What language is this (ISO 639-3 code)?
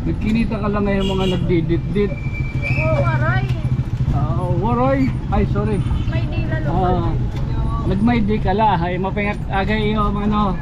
war